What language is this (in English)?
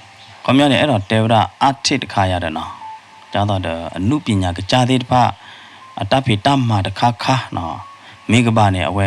S'gaw Karen